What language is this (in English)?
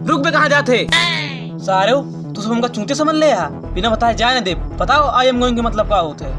Awadhi